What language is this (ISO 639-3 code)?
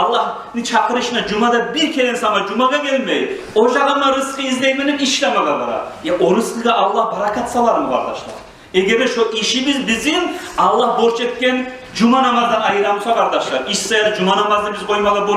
kum